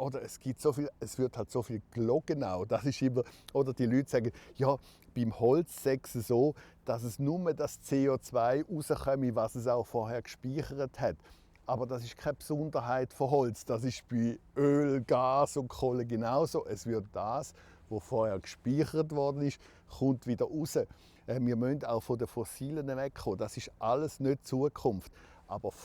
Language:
Romansh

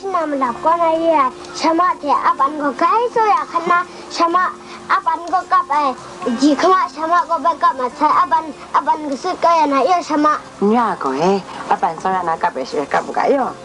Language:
Kachin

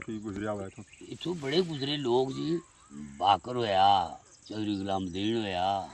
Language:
Pahari-Potwari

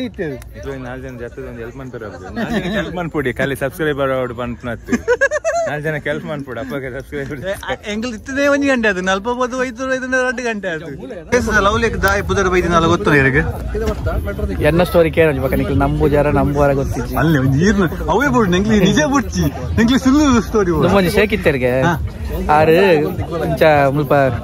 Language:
Tulu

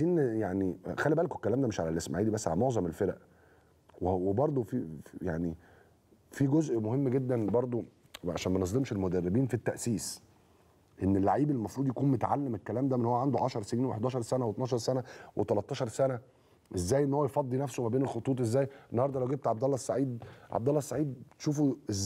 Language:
Egyptian Arabic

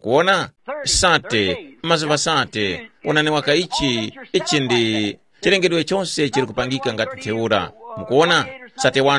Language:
Tumbuka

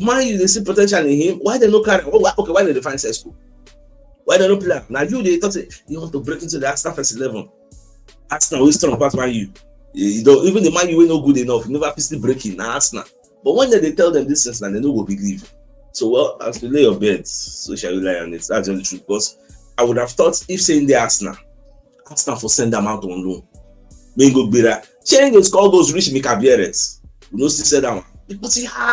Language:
Nigerian Pidgin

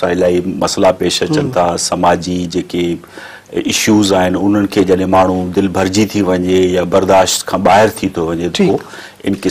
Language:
Sindhi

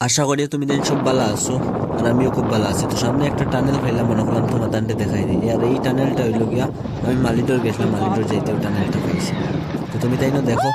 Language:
Sylheti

